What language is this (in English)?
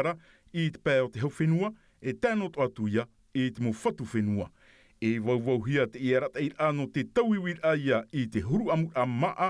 Tahitian